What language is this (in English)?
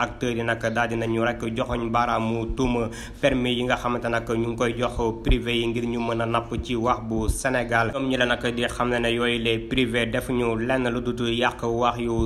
Wolof